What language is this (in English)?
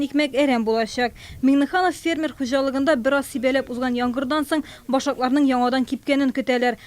Tatar